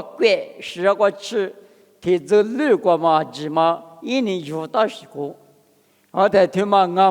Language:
Lisu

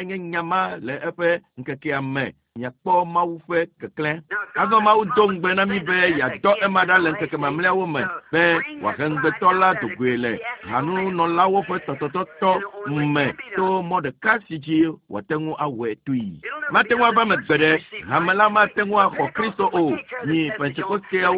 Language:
Ewe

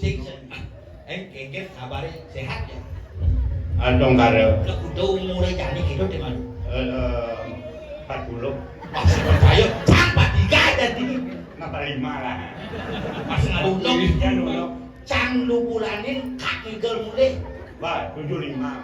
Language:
Balinese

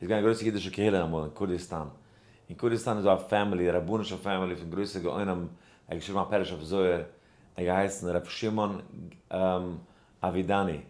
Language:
Yiddish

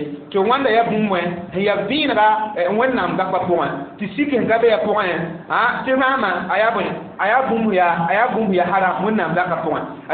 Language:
Mossi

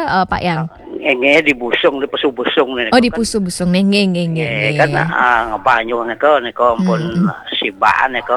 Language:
Balinese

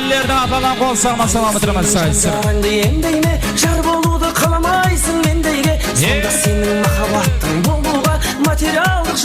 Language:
Kara-Kalpak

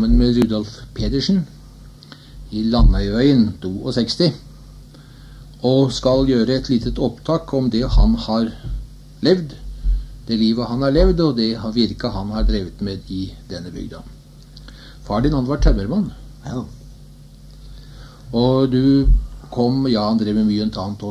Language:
Norwegian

